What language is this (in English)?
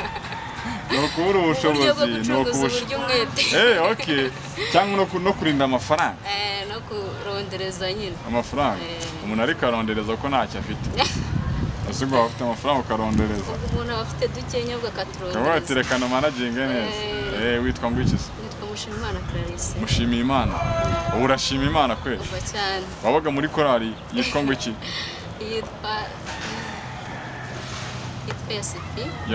Kinyarwanda